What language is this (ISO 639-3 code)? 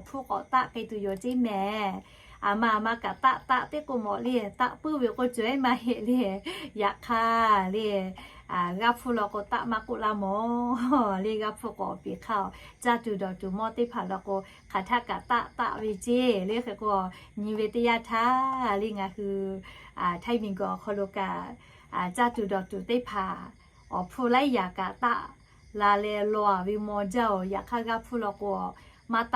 lhu